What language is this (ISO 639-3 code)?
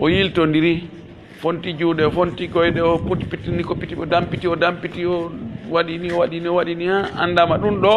fuf